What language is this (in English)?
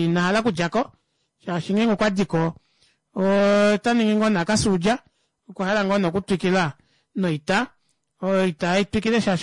Kuanyama